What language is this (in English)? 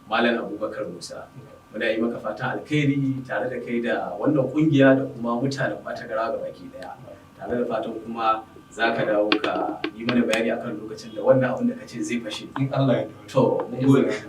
Hausa